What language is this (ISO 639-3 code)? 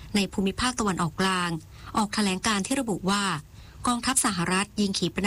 tha